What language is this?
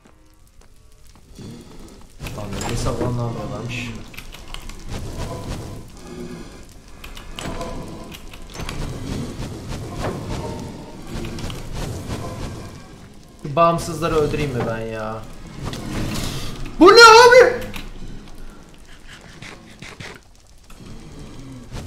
Turkish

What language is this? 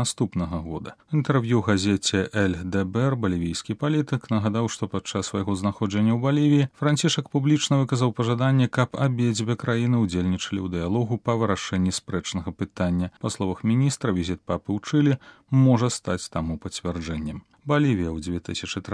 Belarusian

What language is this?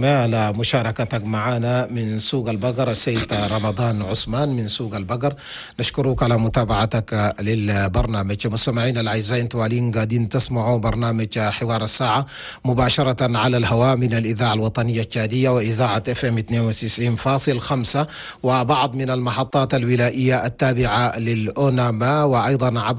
Chadian Arabic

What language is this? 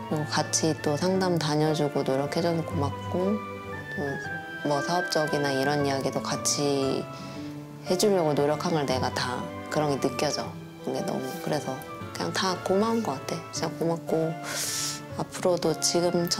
Korean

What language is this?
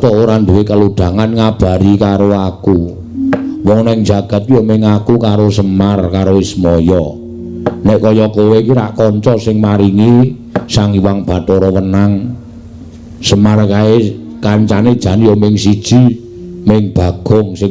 Javanese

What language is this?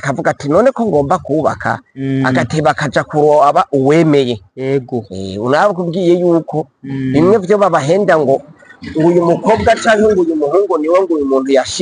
Rundi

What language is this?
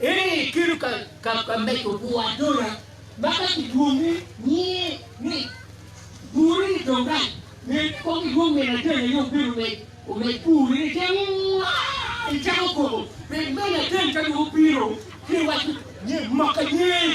Acoli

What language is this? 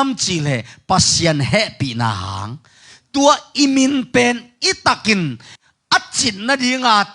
Tedim Chin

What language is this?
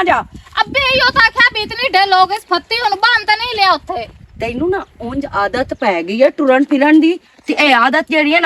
Western Panjabi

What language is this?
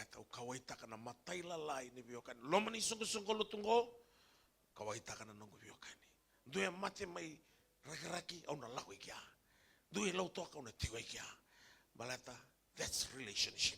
Fijian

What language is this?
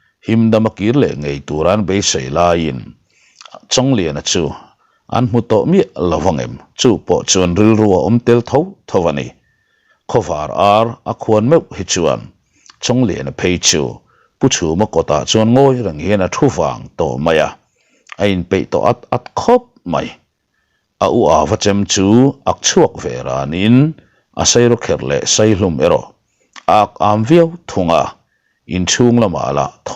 Mizo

